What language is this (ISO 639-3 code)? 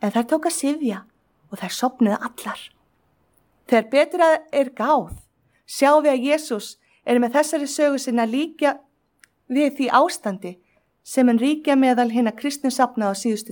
isl